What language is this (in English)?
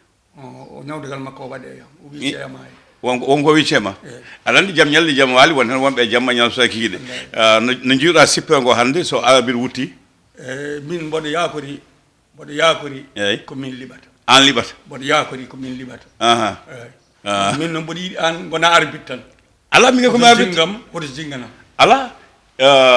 Fula